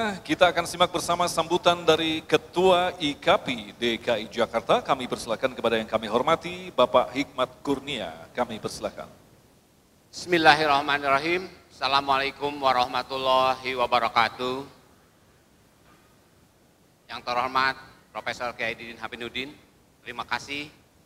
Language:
Indonesian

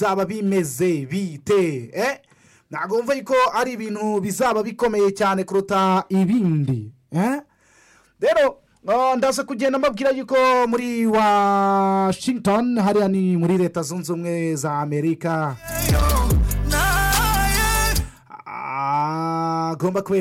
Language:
Kinyarwanda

